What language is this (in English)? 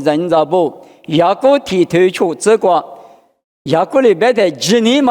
Lisu